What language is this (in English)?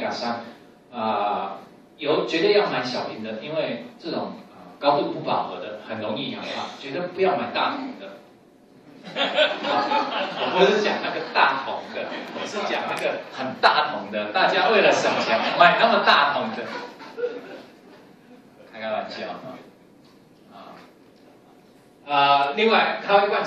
Chinese